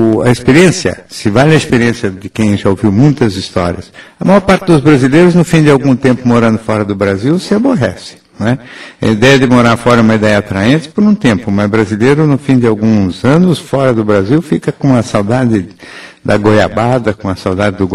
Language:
Portuguese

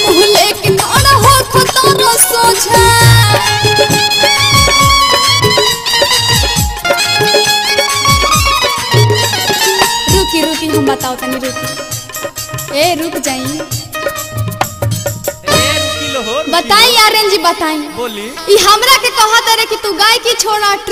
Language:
Bhojpuri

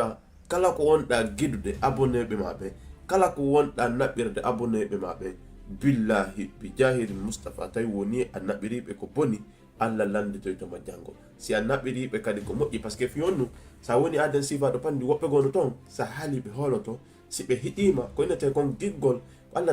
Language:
Fula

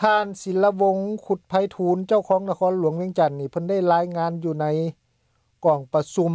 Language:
Lao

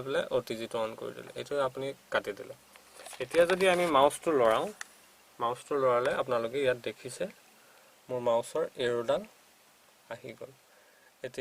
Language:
Assamese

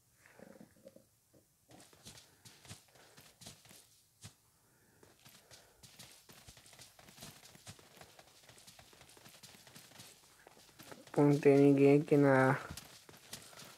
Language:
Portuguese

